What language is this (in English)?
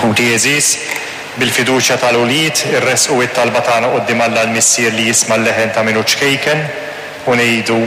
Maltese